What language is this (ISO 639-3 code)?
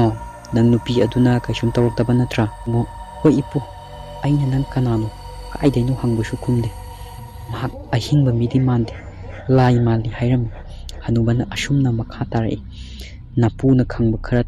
mni